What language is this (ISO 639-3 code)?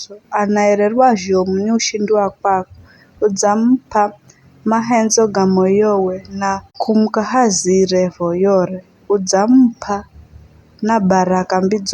nyf